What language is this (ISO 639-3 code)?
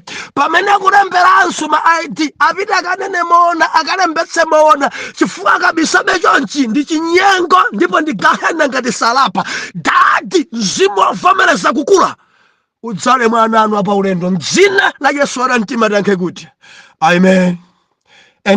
nya